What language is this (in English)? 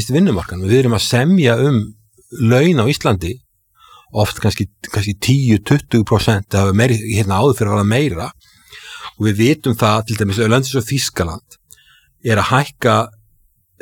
Icelandic